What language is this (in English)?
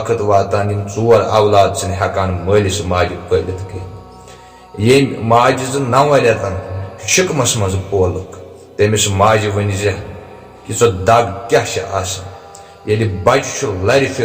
Kashmiri